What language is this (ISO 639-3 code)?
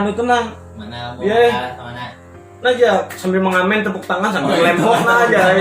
bjn